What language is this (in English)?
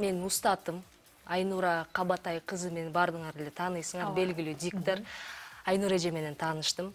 Kyrgyz